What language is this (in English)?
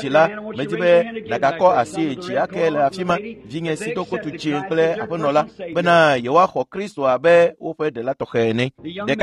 Ewe